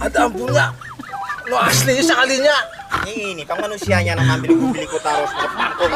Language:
Banjar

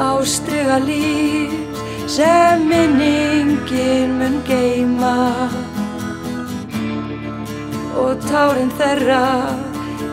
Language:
Icelandic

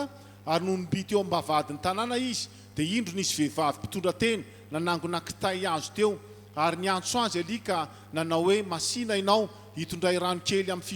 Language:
Malagasy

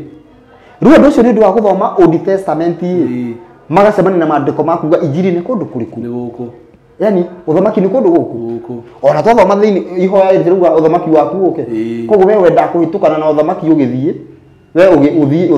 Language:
Kikuyu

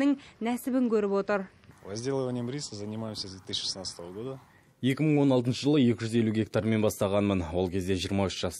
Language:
Kazakh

